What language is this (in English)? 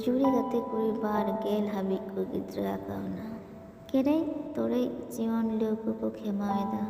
Santali